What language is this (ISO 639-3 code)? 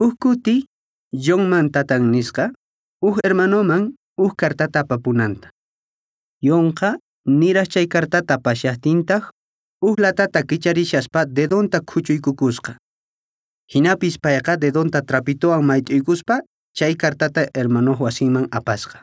que